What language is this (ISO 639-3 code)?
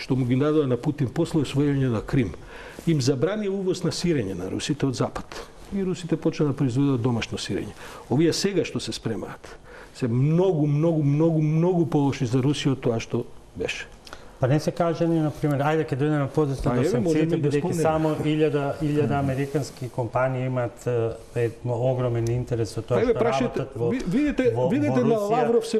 mkd